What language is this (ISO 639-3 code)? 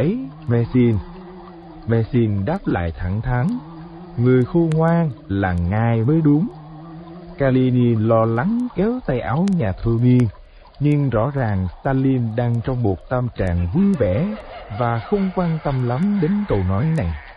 vie